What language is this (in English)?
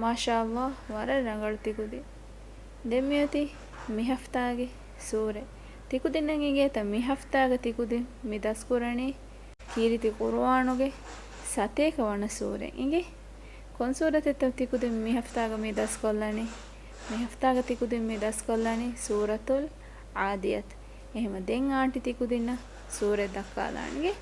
Divehi